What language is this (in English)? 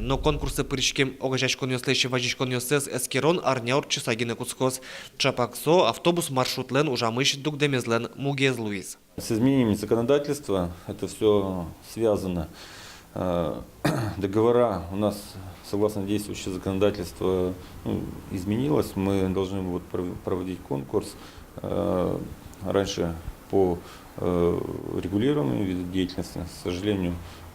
Udmurt